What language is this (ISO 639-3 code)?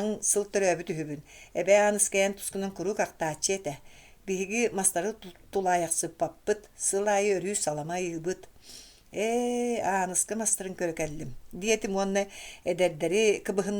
sah